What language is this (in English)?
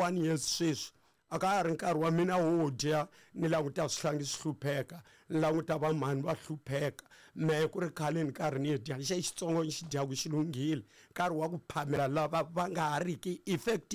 Tsonga